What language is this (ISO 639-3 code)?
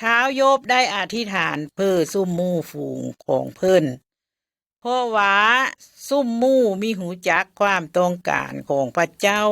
lao